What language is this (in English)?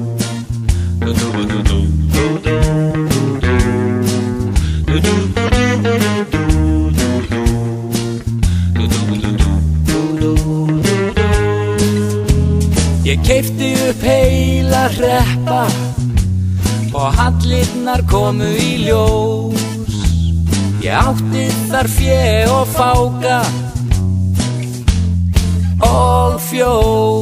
Icelandic